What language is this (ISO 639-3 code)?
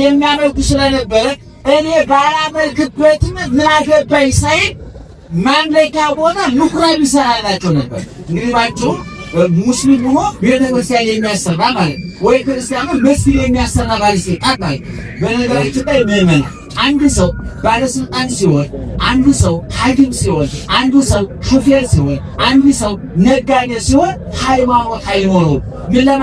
amh